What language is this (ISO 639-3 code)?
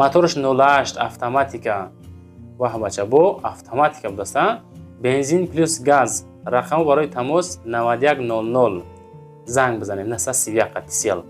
tgk